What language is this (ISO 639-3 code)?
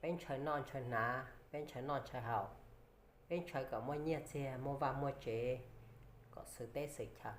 hmn